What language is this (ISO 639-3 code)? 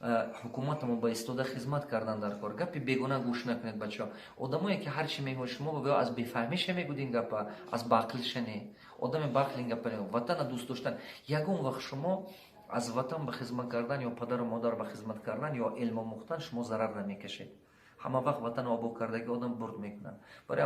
tgk